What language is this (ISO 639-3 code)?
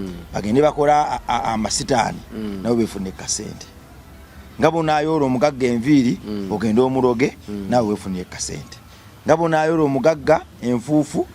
lug